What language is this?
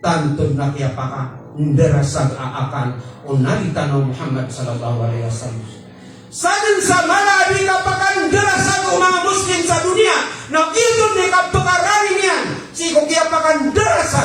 Maranao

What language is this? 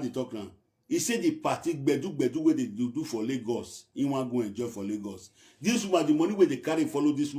Nigerian Pidgin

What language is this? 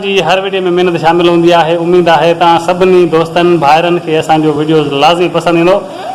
Sindhi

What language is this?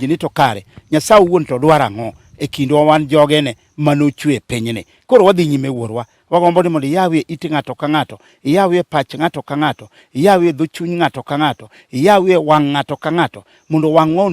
Luo (Kenya and Tanzania)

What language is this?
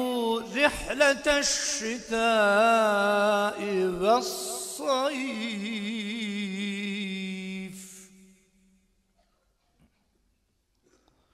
Bosnian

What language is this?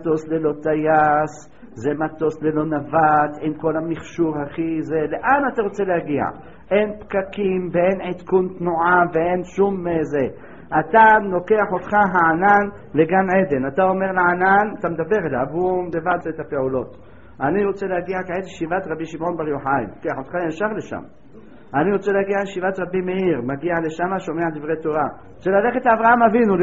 Hebrew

